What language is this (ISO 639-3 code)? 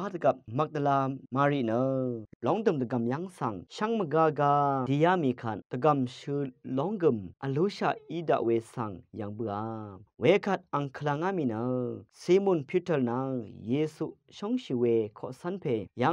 raw